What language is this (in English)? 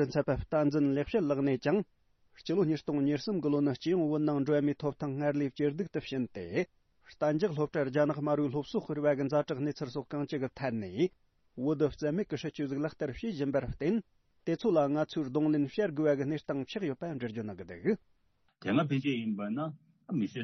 Tibetan